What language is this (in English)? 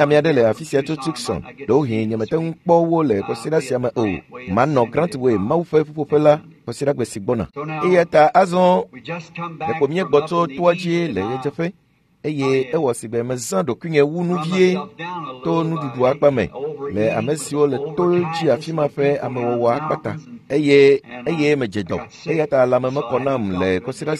Ewe